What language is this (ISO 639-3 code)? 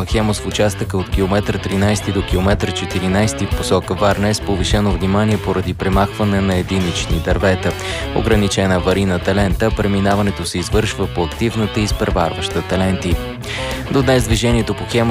bul